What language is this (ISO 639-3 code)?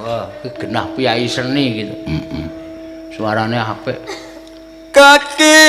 jav